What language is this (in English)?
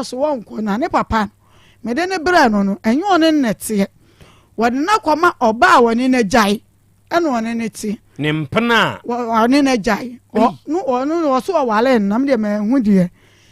Akan